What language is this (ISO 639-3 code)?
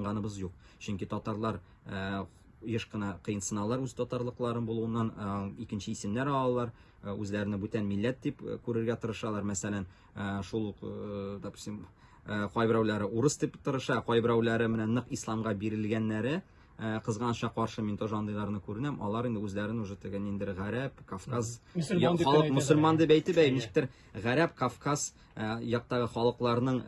tat